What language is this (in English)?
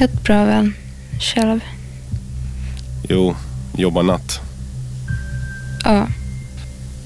Swedish